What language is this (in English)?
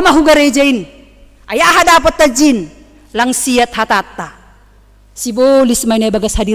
Batak Simalungun